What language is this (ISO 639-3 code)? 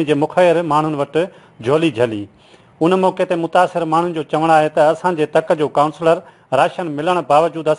snd